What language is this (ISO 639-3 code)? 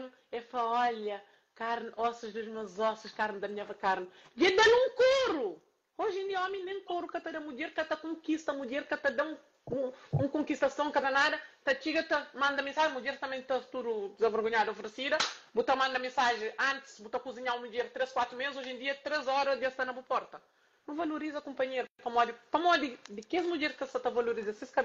kea